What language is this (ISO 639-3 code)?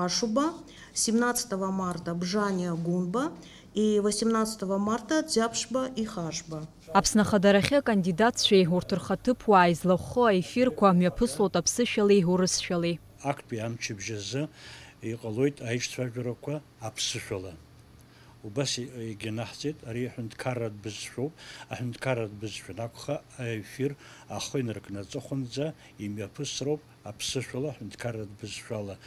abk